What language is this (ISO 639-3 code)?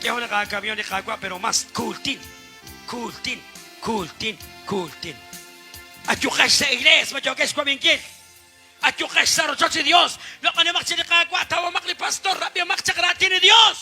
kek